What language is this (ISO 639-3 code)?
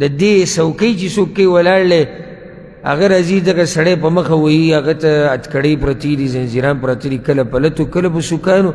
pus